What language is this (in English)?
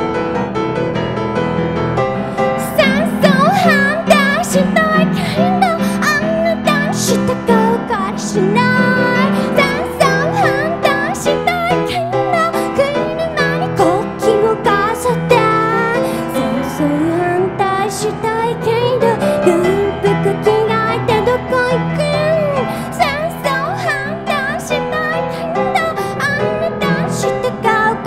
Japanese